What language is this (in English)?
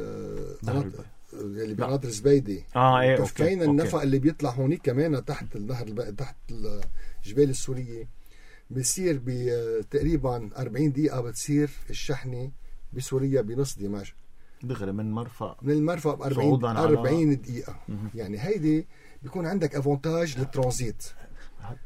North Levantine Arabic